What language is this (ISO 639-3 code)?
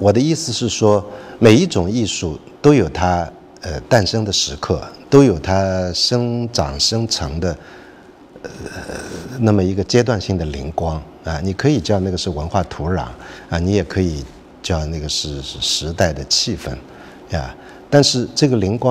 zho